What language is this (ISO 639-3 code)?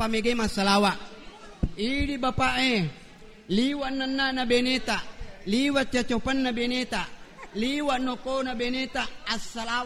bug